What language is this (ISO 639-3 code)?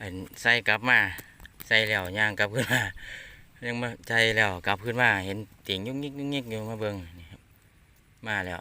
tts